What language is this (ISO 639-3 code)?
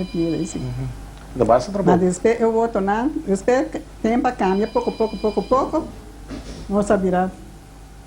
pap